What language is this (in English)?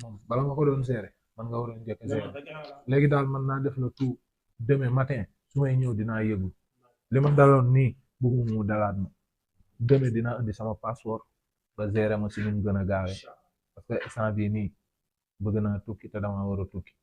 Wolof